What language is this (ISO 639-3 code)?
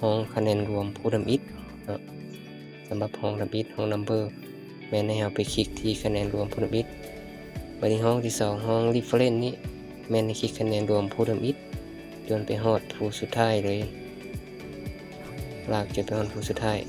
lao